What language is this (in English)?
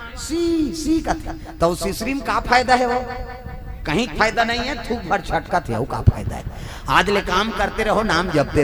Chhattisgarhi